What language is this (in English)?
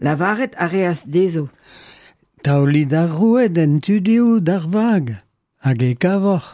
Breton